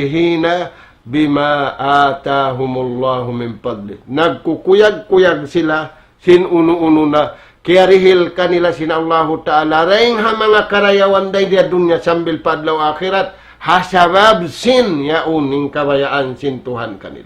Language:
Tausug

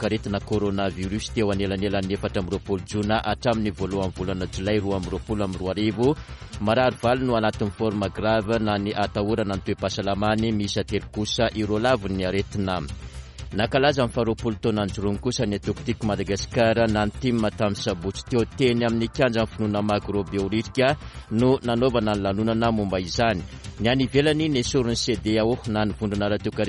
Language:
Malagasy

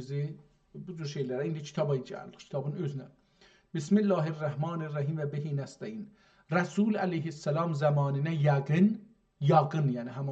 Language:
South Azerbaijani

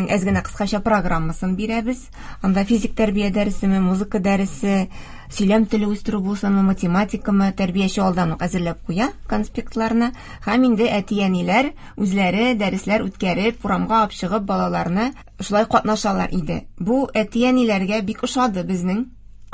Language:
Tatar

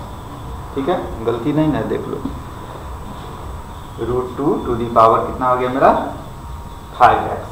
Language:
Hindi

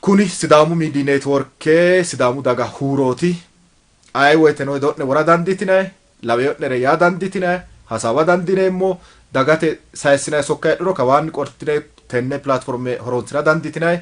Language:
Sidamo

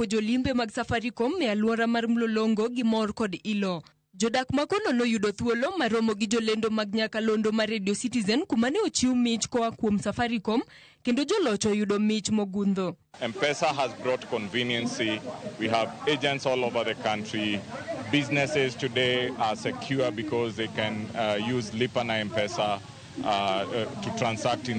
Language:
Luo (Kenya and Tanzania)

